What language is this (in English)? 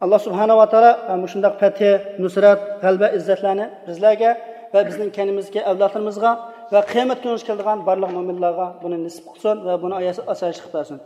Uyghur